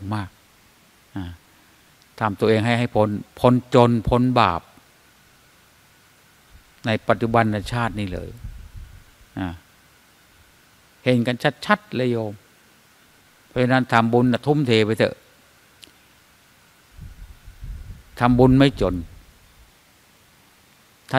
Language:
Thai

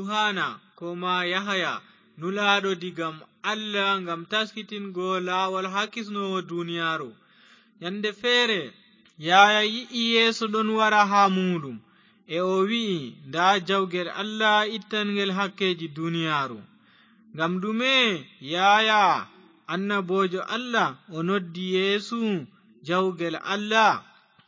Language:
Fula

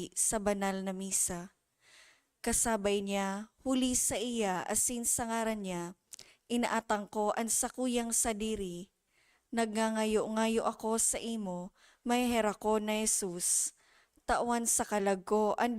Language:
Bikol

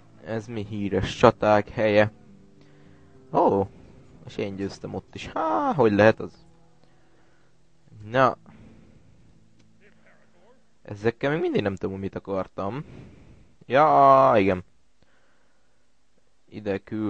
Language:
Hungarian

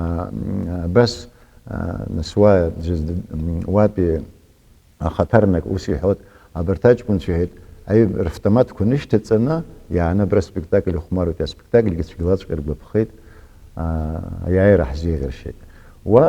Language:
Abkhazian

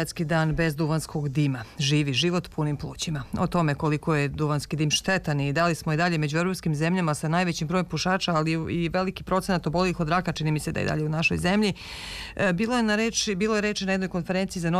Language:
Serbian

